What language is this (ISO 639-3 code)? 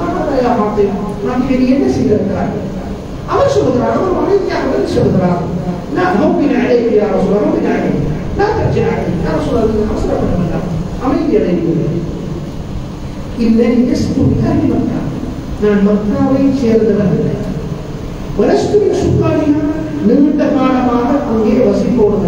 tam